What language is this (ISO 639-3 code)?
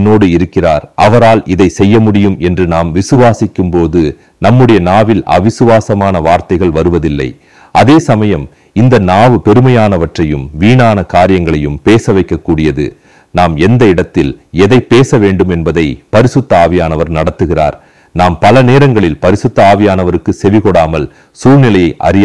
tam